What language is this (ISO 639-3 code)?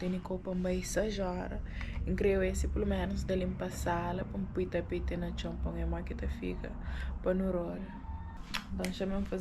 kea